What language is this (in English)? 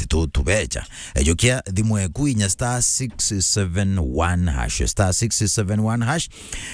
Meru